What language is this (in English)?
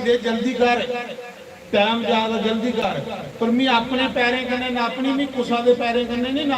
Dogri